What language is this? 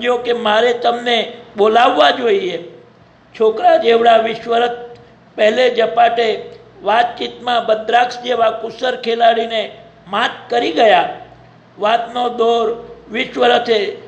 Gujarati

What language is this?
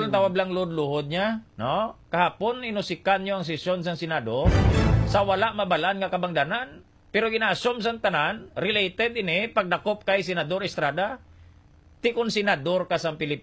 Hiligaynon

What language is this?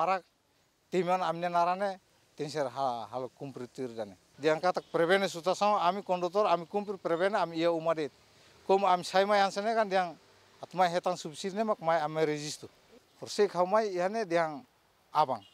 Tetum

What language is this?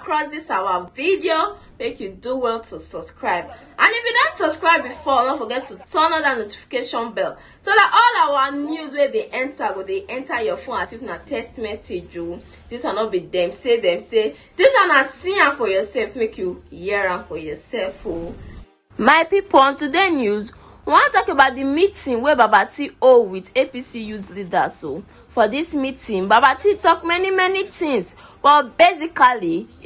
Nigerian Pidgin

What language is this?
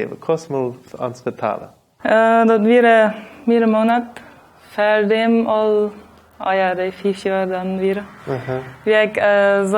Plautdietsch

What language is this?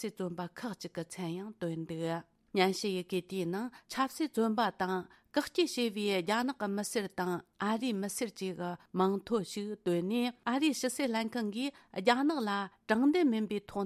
Tibetan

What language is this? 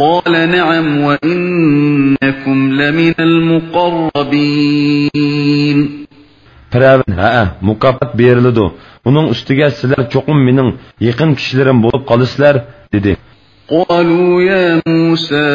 Uyghur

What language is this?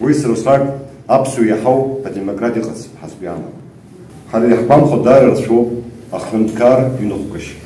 Abkhazian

